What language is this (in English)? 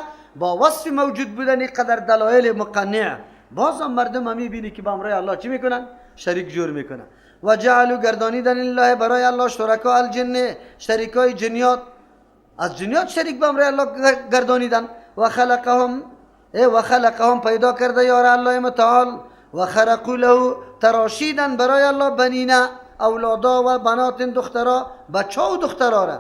Persian